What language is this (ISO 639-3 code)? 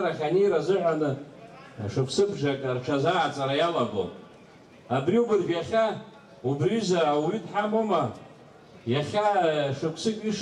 abk